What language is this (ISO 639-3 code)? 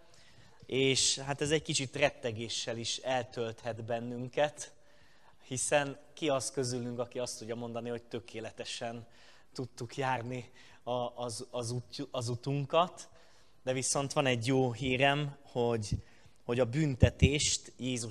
hun